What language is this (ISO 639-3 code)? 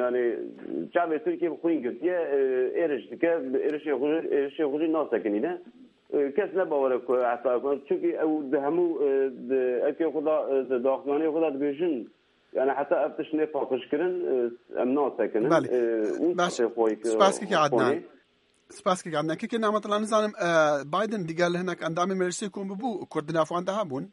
kur